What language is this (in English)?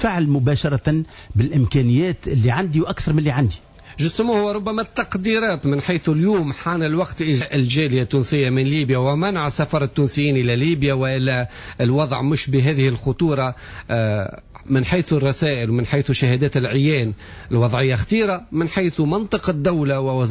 Tunisian Arabic